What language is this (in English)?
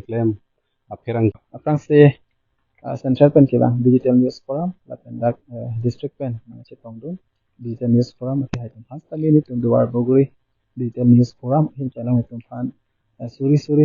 Karbi